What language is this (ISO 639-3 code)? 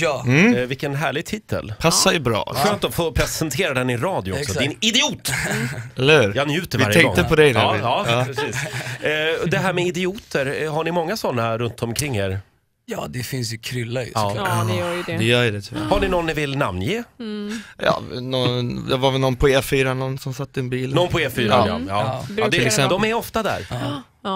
swe